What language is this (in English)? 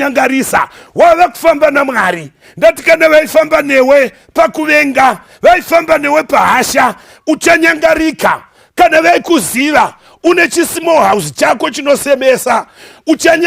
Shona